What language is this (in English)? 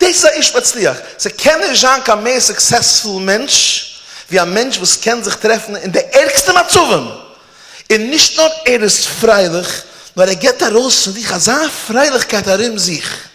Yiddish